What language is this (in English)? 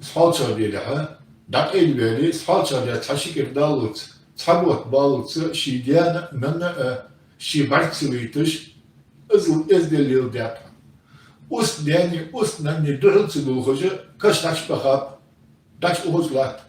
Ingush